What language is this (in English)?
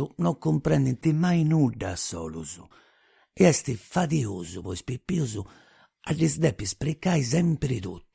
Sardinian